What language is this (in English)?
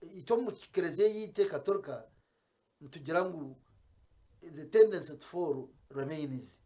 Nyankole